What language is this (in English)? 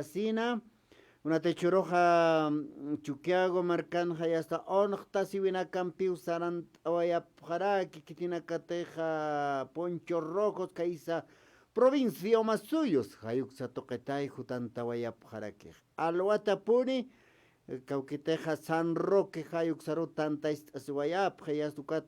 Aymara